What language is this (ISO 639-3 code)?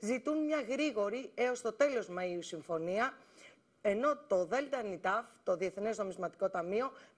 ell